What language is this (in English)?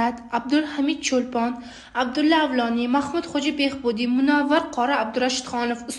Uzbek